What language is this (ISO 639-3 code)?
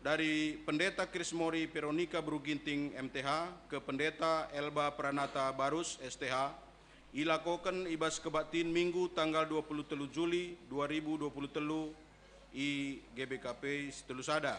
btx